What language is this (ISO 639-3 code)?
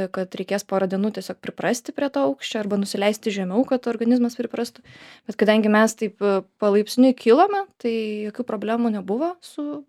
lit